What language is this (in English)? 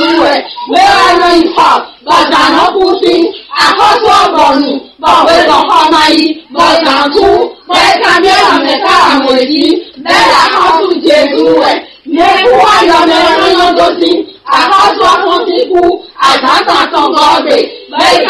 Fon